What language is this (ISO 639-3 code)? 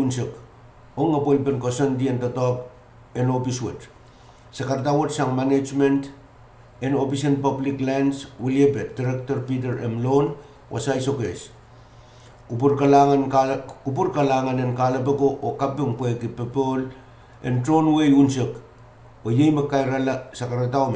pon